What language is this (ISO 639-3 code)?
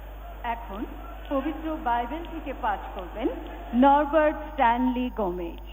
ben